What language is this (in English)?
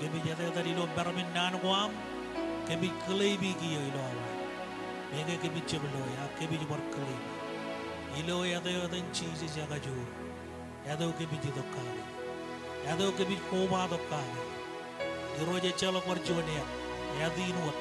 Marshallese